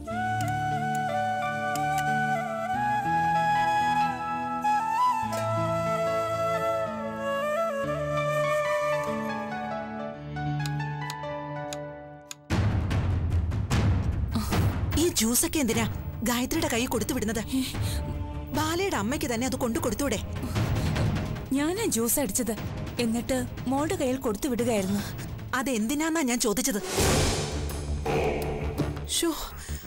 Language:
Malayalam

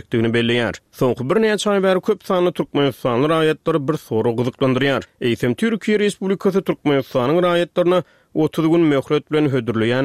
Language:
Turkmen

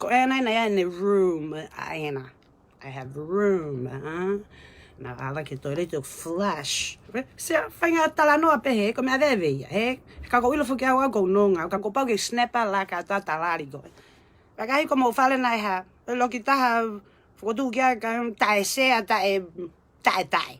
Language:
Tongan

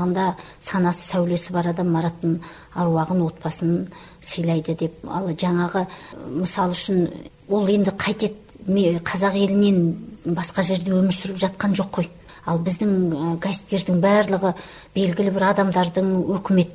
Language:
Kazakh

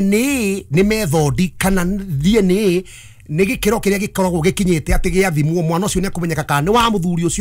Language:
Kikuyu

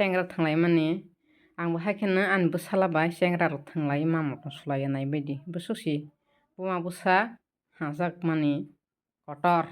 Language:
Kok Borok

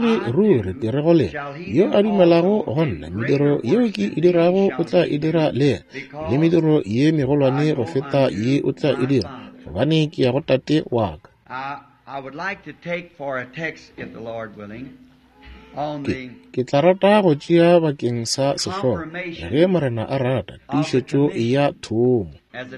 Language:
Northern Sotho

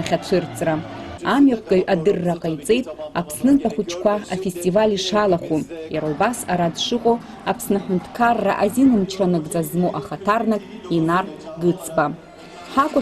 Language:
Abkhazian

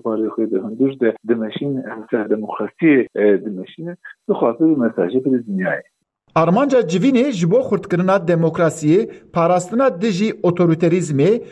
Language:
Kurdish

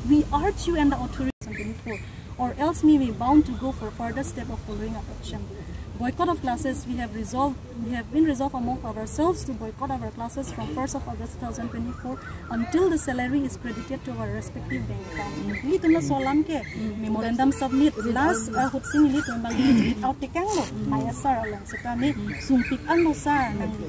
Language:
Karbi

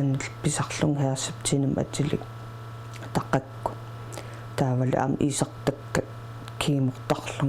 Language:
Kalaallisut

